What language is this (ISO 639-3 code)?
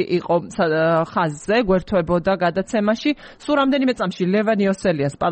kat